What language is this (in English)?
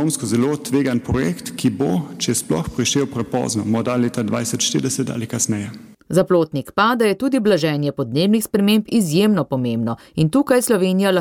Slovenian